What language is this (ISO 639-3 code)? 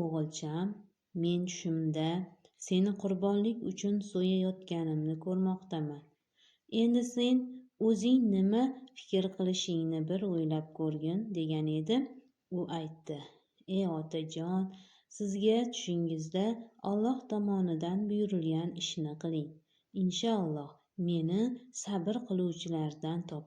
uzb